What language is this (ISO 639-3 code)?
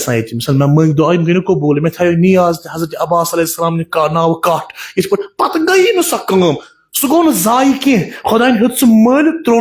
kas